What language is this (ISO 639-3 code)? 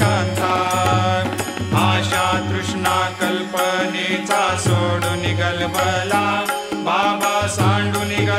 mar